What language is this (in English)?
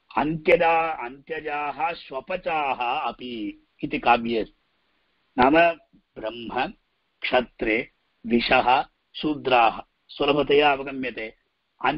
Sanskrit